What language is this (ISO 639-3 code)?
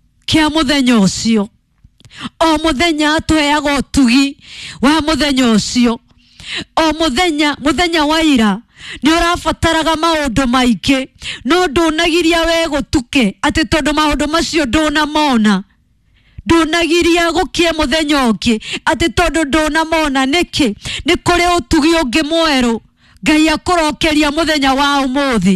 kik